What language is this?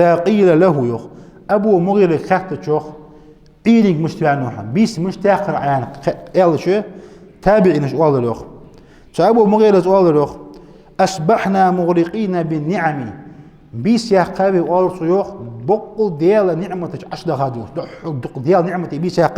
Ingush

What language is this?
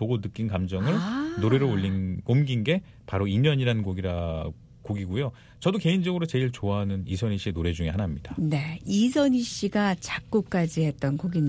Korean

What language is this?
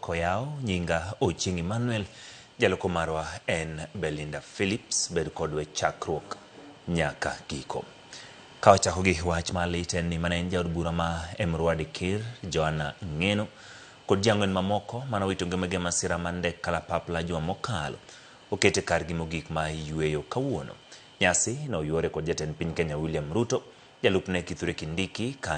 Luo (Kenya and Tanzania)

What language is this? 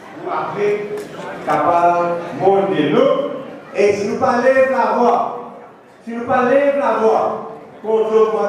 Morisyen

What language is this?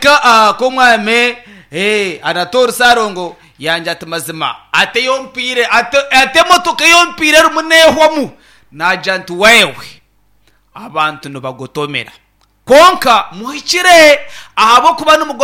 Nyankole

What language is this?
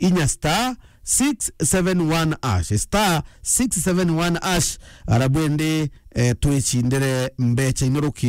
Meru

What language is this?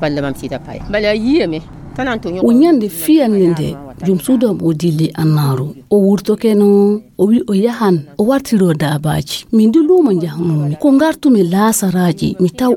Fula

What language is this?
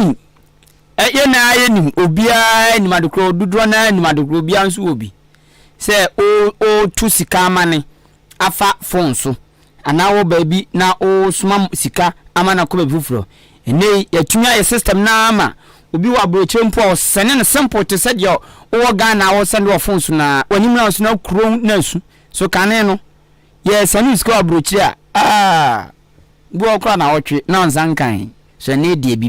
Akan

